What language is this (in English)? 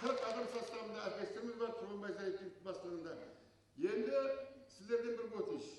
Kara-Kalpak